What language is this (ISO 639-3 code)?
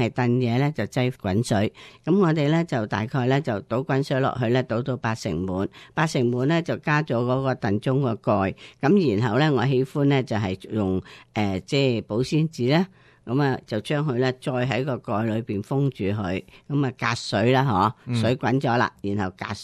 yue